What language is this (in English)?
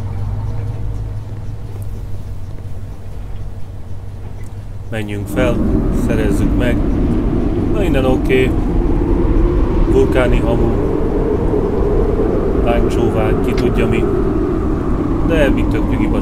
Hungarian